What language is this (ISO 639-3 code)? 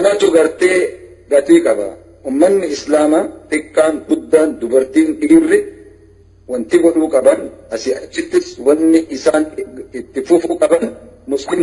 orm